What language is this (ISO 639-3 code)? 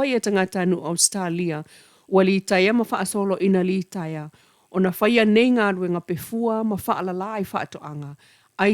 smo